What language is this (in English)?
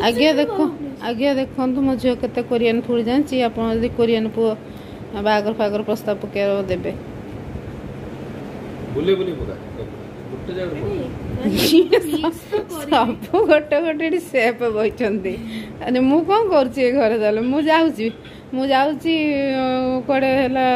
Odia